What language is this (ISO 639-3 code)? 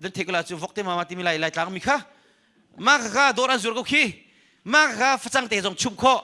cnh